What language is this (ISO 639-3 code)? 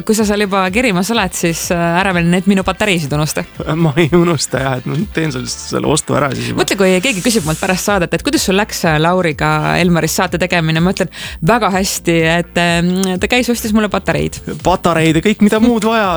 est